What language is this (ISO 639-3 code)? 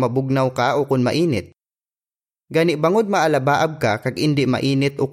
hil